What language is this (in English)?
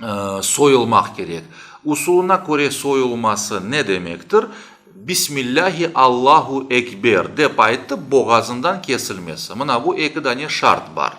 Crimean Tatar